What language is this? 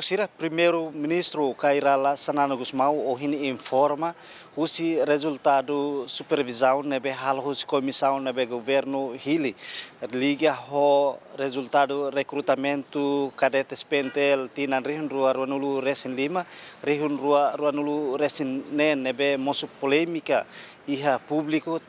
Tetum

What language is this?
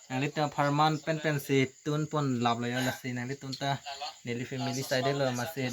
Karbi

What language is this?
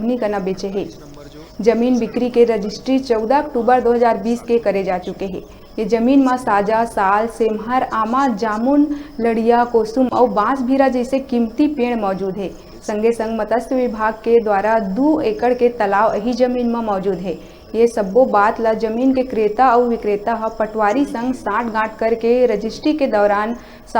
Chhattisgarhi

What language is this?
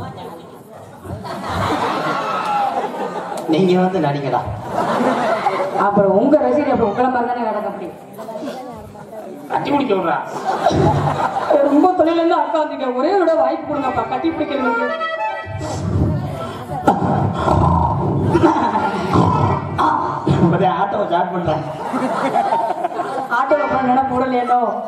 Tamil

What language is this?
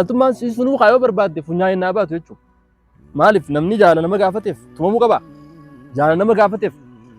Oromo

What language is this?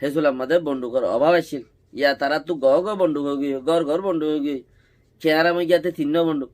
Rohingya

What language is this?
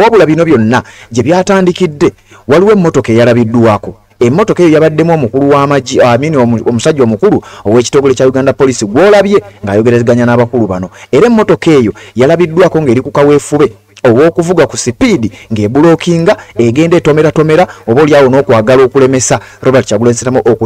Ganda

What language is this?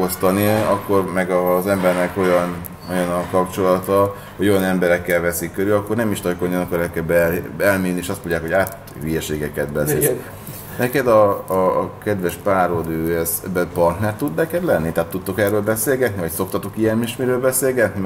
Hungarian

